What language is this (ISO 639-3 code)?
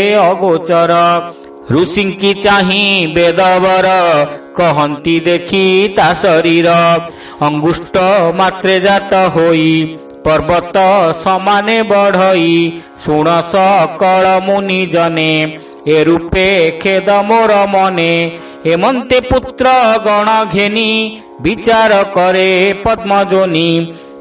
ori